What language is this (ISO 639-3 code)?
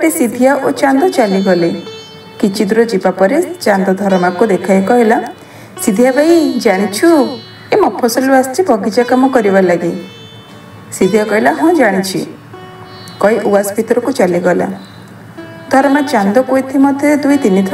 ori